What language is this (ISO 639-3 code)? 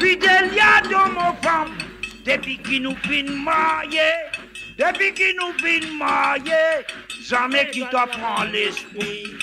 mfe